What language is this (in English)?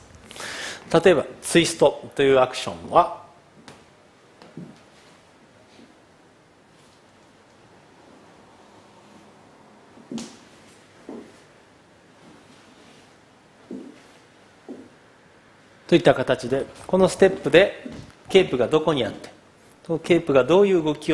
Japanese